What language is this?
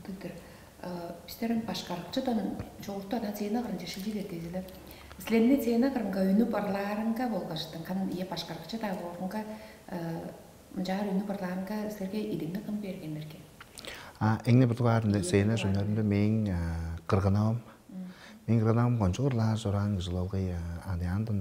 Tuvinian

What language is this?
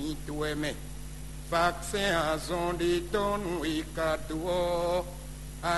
Fon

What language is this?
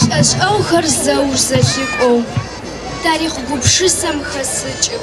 Adyghe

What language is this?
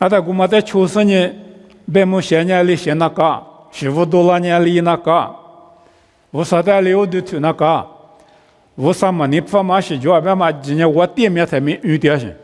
Lisu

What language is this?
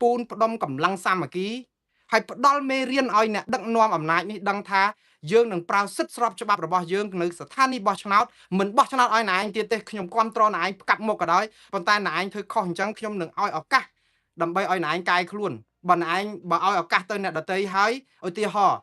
Khmer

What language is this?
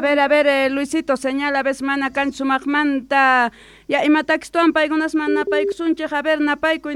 South Bolivian Quechua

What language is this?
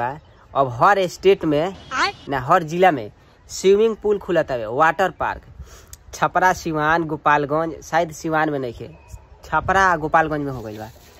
Bhojpuri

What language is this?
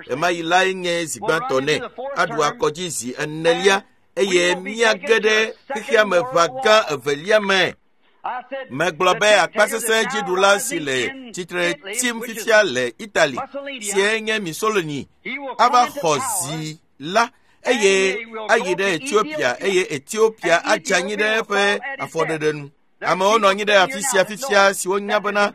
Ewe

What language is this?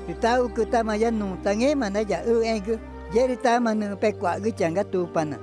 Ticuna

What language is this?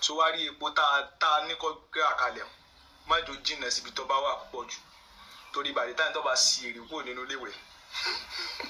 Yoruba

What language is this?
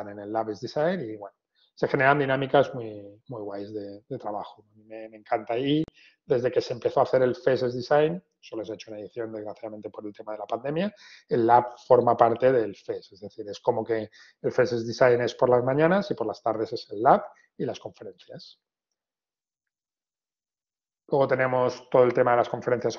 Spanish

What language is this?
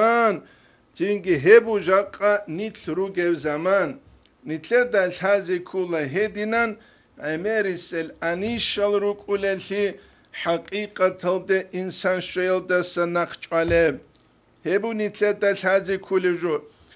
Avaric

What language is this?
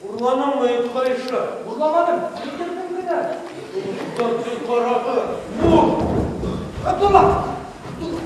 Bashkir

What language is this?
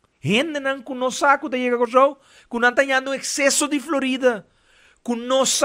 Papiamento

